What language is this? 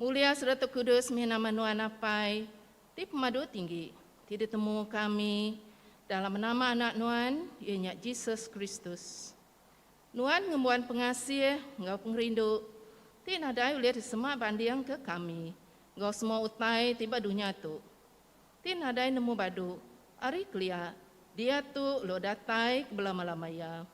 Iban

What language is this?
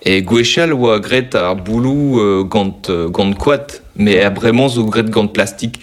Breton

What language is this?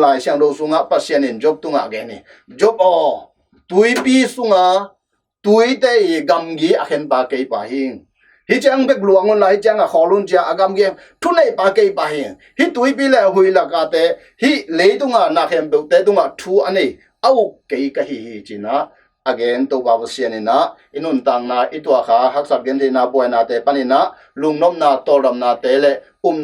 Tedim Chin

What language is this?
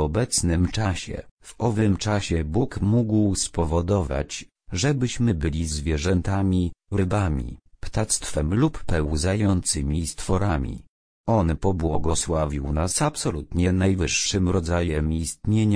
Polish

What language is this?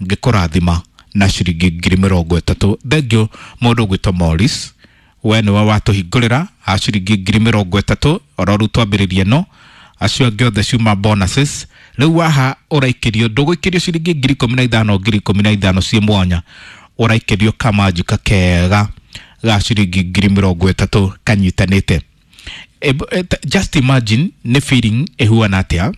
Kikuyu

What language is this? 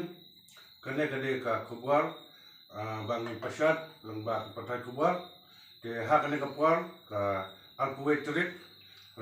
Khasi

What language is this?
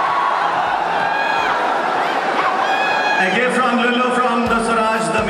Malayalam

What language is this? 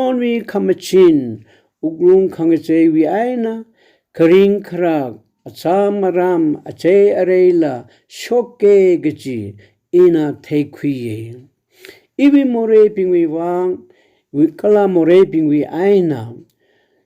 Tangkhul Naga (India)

